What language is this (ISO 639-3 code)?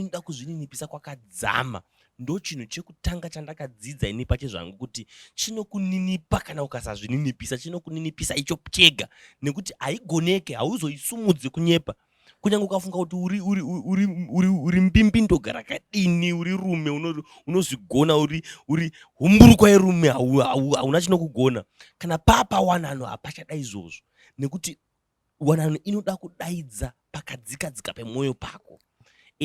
sna